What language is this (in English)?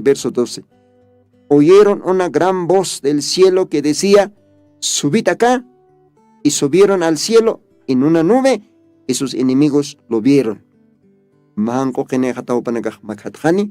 Aymara